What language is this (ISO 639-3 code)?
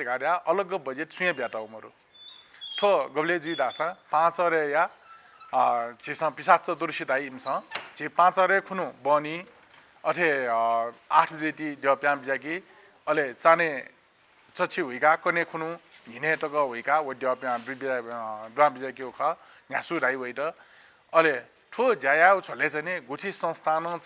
new